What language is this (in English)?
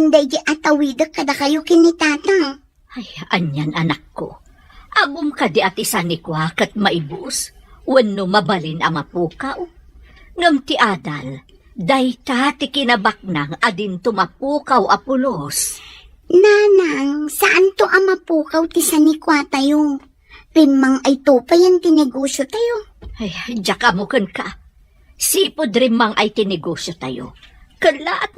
Iloko